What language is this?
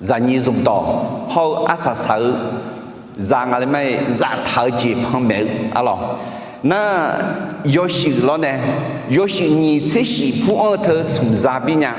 Akha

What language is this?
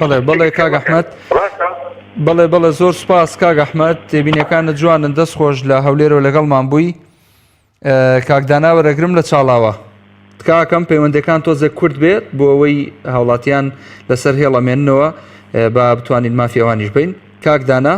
Central Kurdish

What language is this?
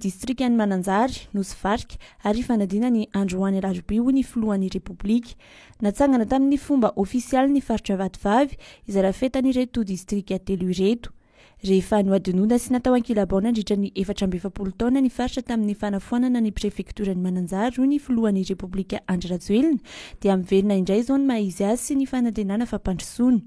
Malagasy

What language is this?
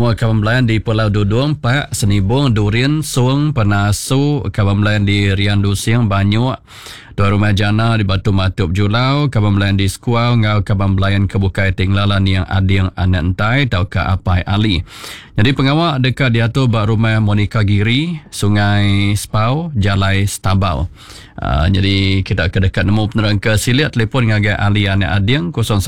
Iban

